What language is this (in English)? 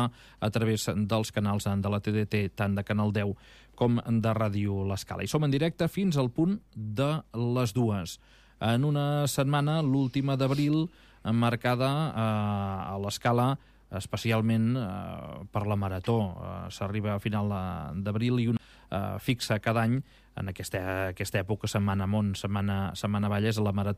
Catalan